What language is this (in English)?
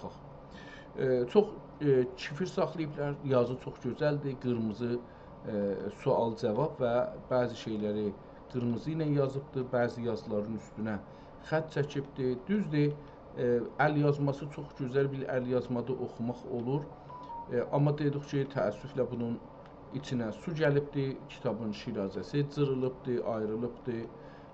South Azerbaijani